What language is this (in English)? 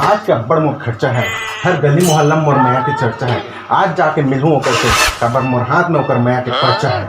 Chhattisgarhi